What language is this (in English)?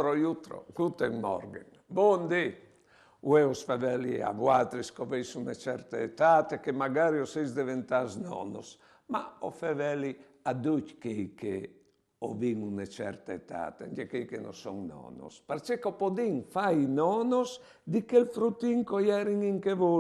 Friulian